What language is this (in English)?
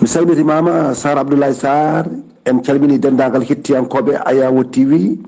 Fula